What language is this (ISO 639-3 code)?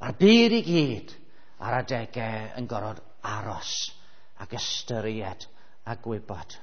cym